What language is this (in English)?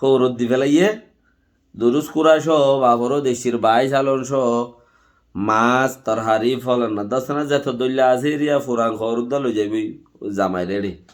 Rohingya